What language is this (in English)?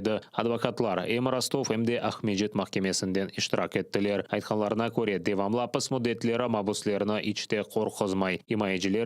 Crimean Tatar